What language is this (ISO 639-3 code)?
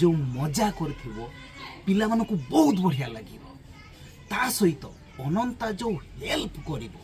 ori